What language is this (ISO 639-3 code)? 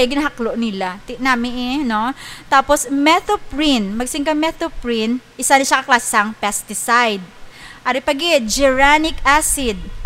hil